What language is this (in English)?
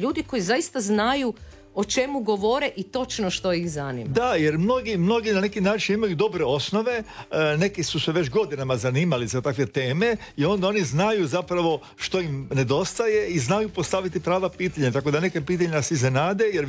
Croatian